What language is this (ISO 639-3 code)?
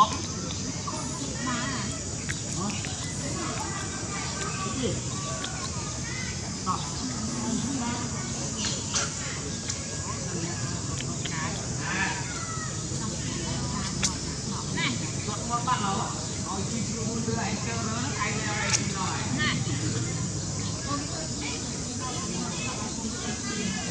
vie